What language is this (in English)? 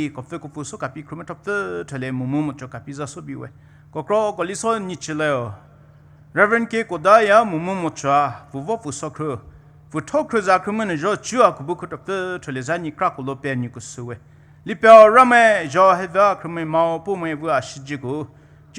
Poumei Naga